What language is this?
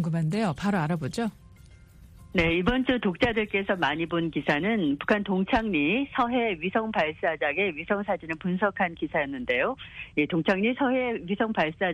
Korean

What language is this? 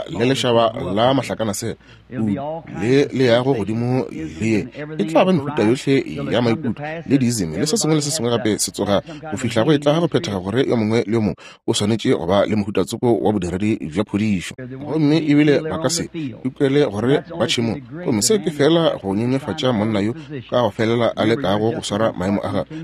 Northern Sotho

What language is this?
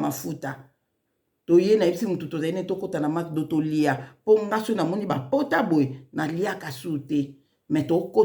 Lingala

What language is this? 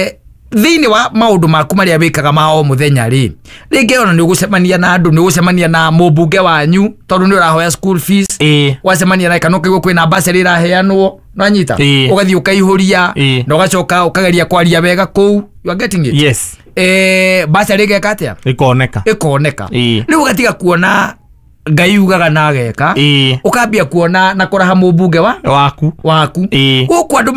Kikuyu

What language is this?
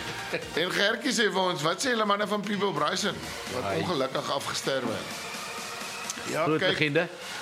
Afrikaans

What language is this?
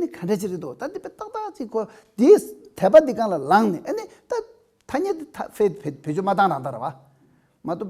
Tibetan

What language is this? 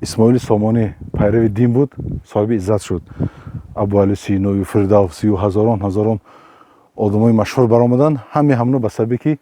Tajik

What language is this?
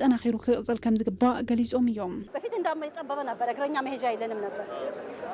Tigrinya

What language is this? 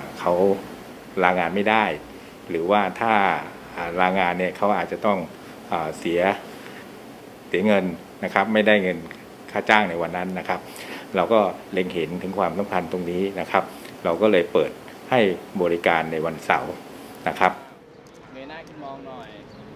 Thai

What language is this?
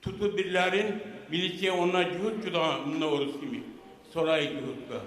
Kumyk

